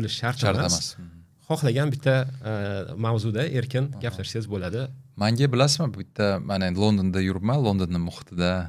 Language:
Uzbek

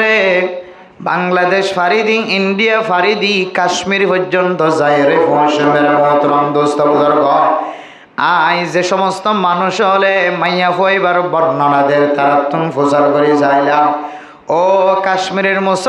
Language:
Rohingya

